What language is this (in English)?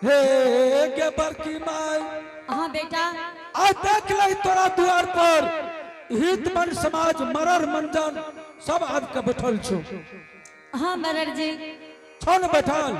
Angika